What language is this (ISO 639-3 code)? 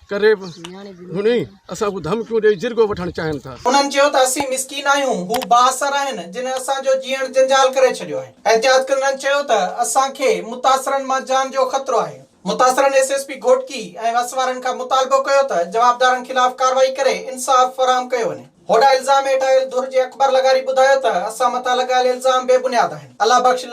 snd